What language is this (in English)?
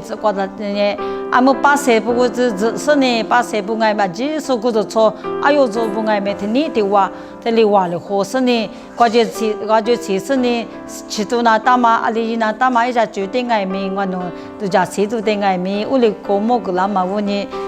Lisu